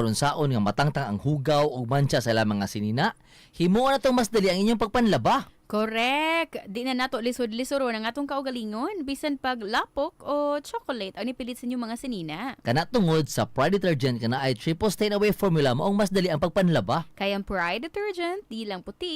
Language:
Cebuano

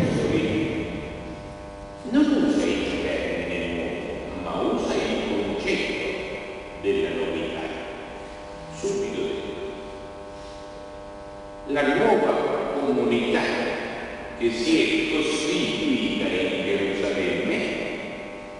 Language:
Italian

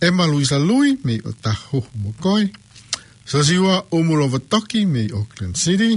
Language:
Tongan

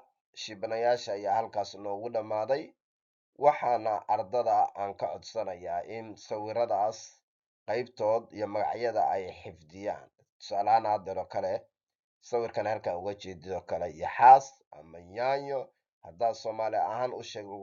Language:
Somali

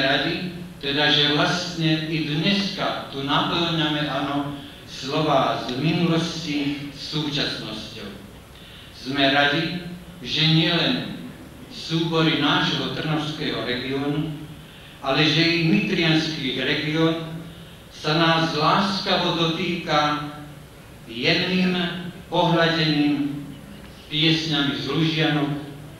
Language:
Slovak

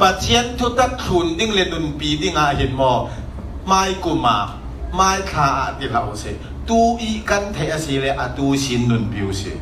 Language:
Falam Chin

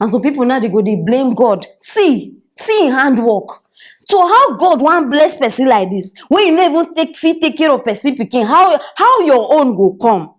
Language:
Nigerian Pidgin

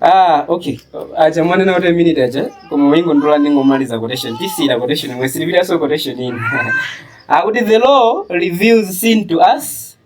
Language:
Nyanja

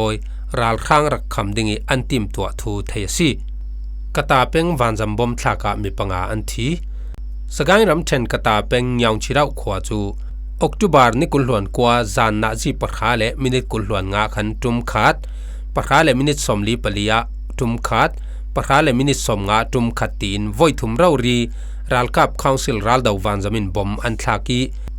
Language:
Falam Chin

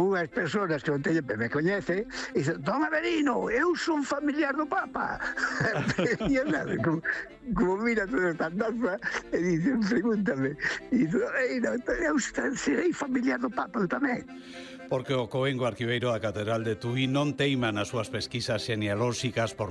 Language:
Galician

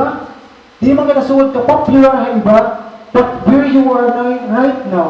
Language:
Waray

